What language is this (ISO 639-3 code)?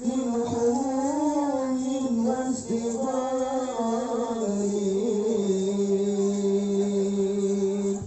bew